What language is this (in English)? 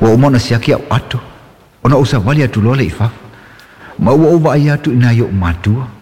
Samoan